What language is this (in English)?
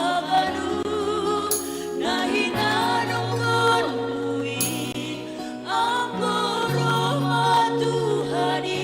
Batak Simalungun